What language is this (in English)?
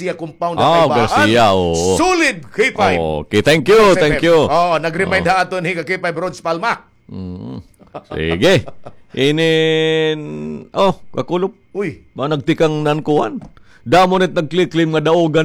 Waray